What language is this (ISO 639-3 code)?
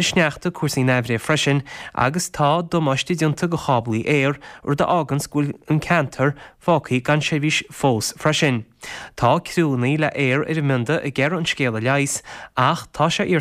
gle